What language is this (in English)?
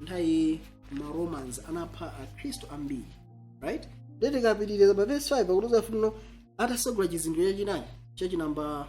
Nyanja